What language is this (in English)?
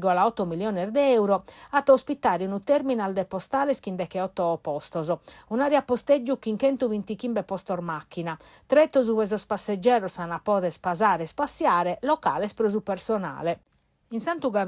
Sardinian